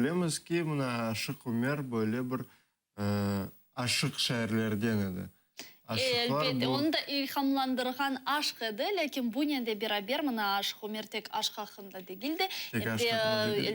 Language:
Crimean Tatar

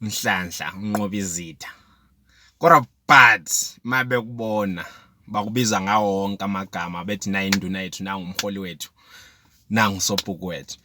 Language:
Zulu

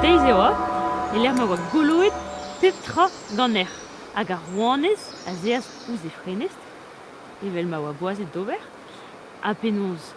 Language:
Breton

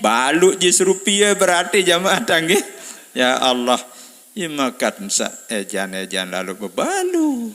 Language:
Sasak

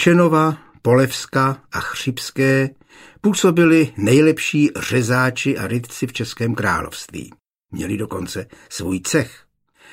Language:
Czech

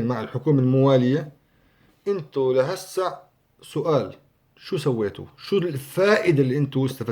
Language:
North Levantine Arabic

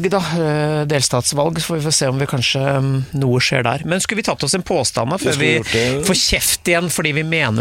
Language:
Norwegian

